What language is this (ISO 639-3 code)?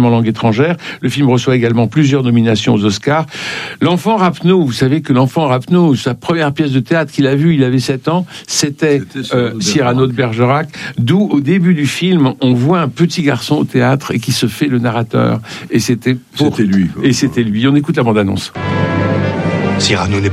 fra